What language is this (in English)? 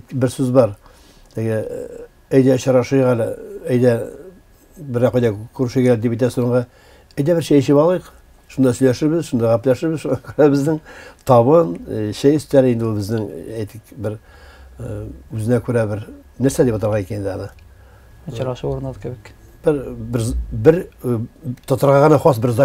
Tatar